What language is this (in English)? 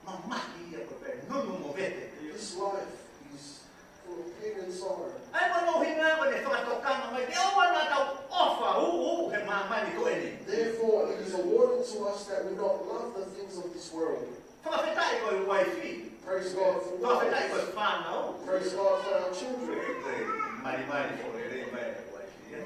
Tongan